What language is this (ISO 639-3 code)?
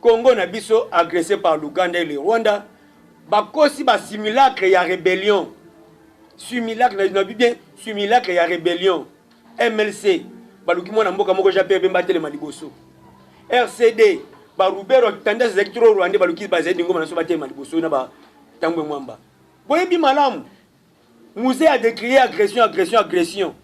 lin